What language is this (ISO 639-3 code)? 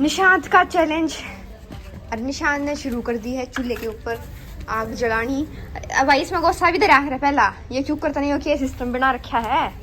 bgc